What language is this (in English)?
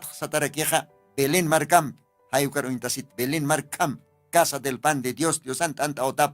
Aymara